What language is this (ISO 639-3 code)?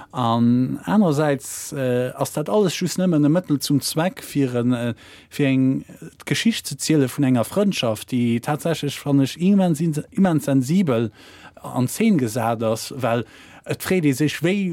ltz